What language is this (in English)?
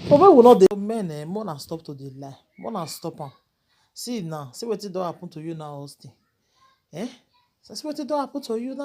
Nigerian Pidgin